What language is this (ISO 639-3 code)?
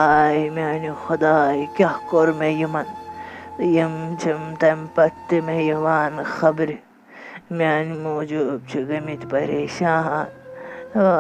kas